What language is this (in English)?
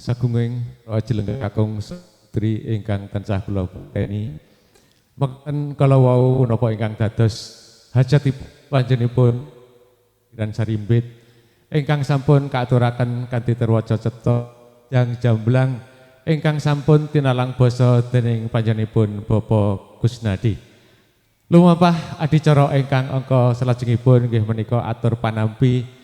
Javanese